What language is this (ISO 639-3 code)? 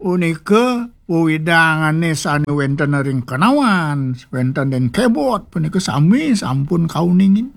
ban